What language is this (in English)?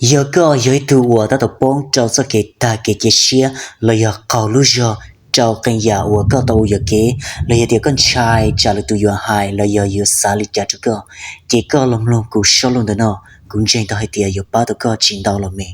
Hmong